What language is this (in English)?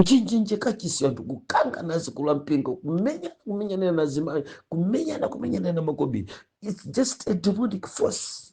Nyanja